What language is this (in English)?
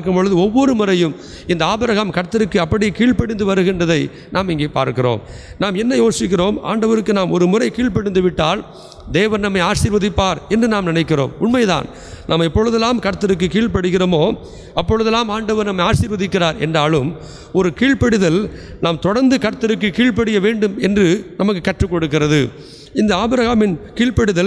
Tamil